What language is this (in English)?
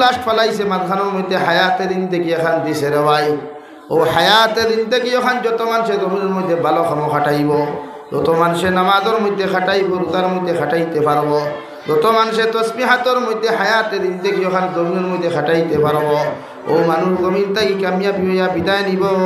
Sylheti